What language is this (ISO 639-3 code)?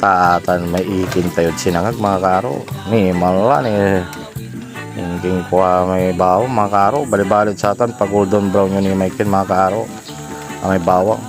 pag